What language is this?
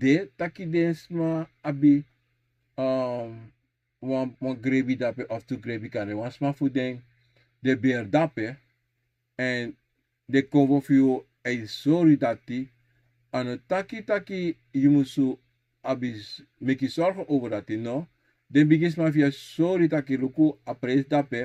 Sranan Tongo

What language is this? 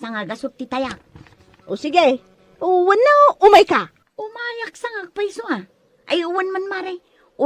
Iloko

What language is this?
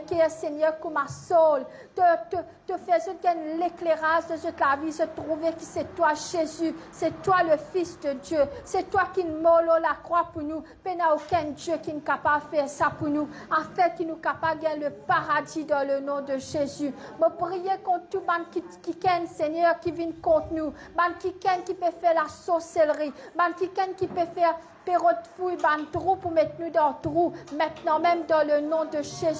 Morisyen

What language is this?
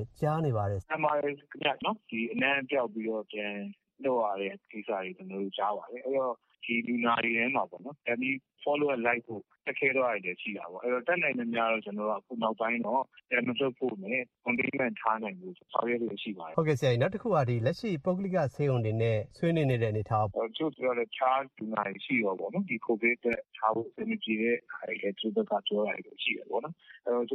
Burmese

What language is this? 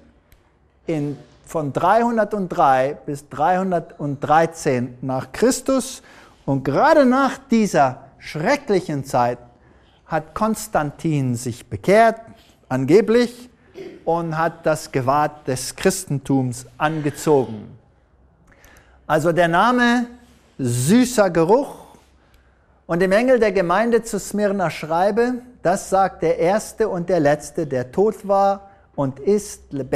German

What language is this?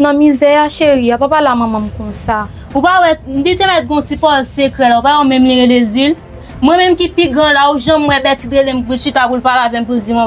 Haitian Creole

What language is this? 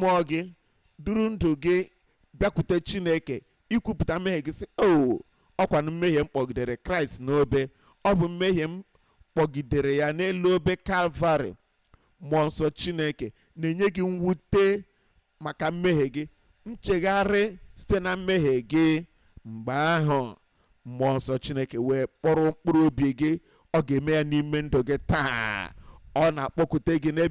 Igbo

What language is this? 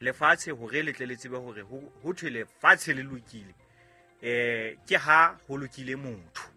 Southern Sotho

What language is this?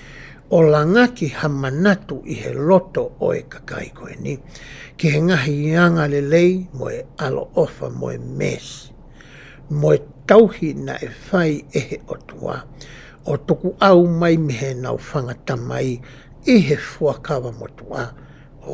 Tongan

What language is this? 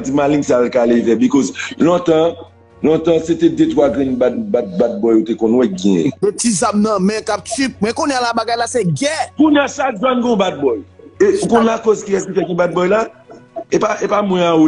Haitian Creole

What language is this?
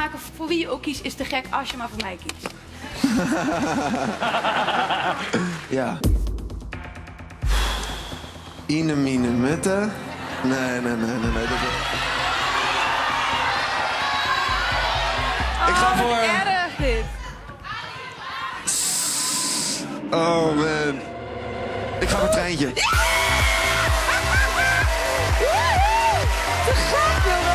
Dutch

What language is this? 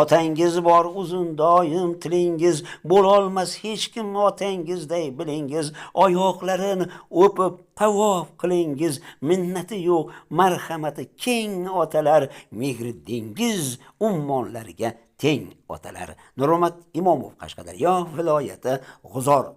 Uzbek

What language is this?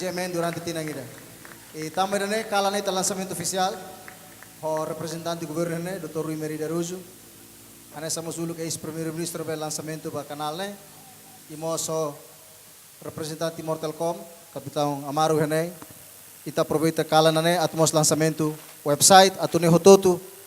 Tetum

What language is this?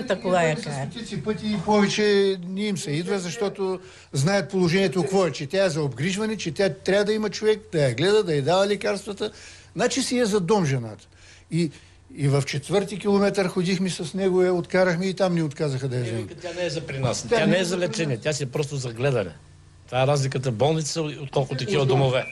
Bulgarian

